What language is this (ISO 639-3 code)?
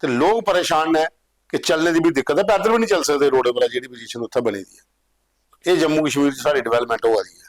doi